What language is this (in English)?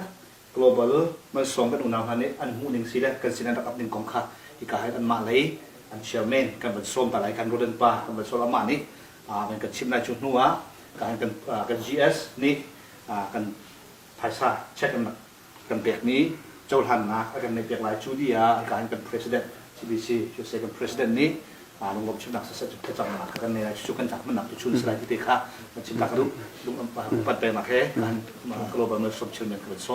Hakha Chin